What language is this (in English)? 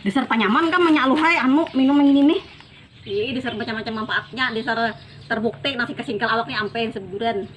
Banjar